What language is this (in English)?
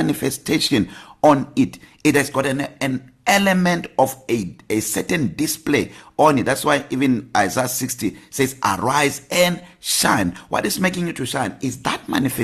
English